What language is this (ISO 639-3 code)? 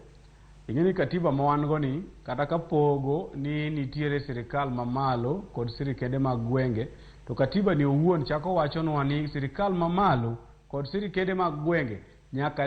luo